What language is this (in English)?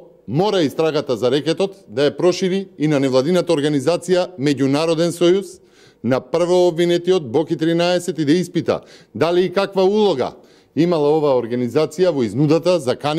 Macedonian